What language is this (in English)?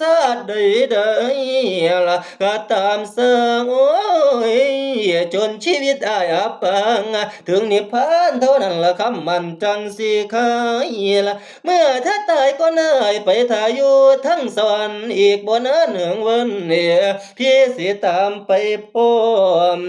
Northeastern Thai